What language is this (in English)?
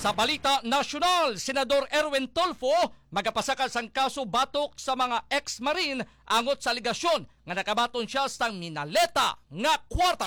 Hiligaynon